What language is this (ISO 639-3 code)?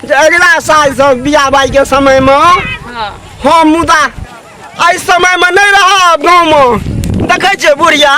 mai